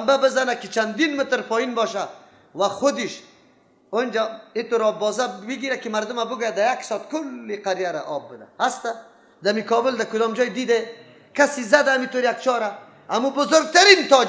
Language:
Persian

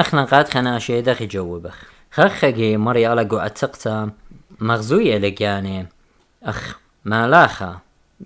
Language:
Assyrian Neo-Aramaic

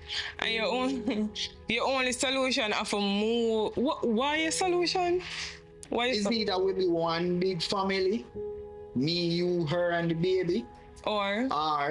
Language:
Jamaican Creole English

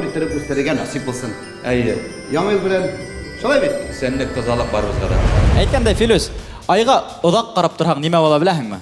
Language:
Bashkir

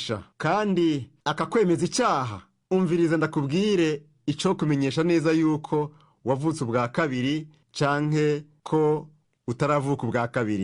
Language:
Rundi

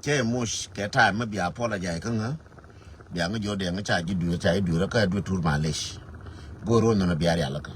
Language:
Nuer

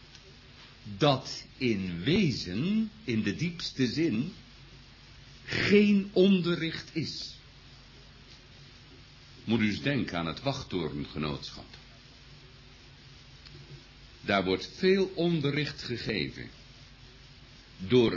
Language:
Dutch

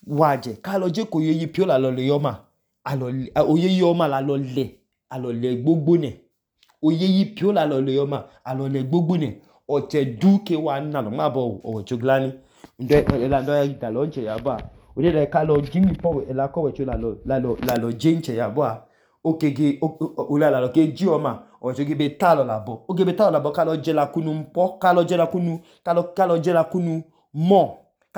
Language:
Idoma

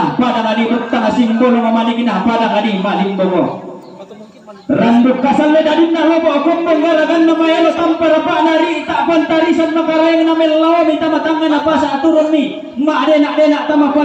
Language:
Toraja-Sa'dan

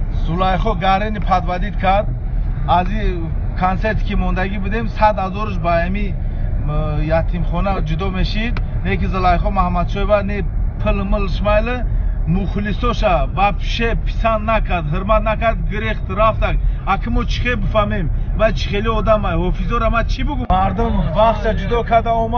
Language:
Tajik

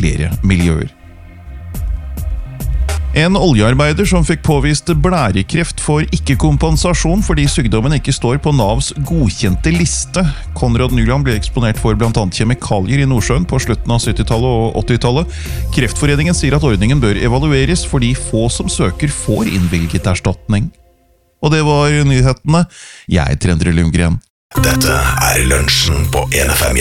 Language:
Norwegian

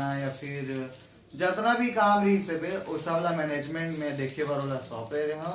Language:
Chhattisgarhi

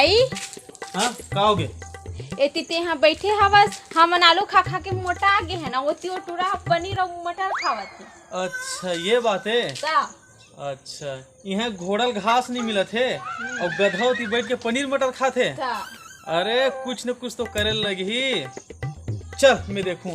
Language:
Chhattisgarhi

